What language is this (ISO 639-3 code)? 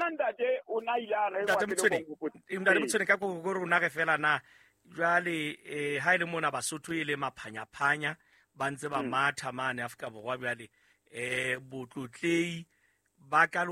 sot